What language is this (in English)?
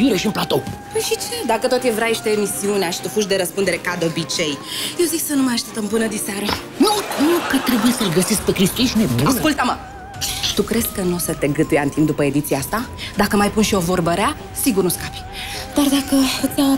Romanian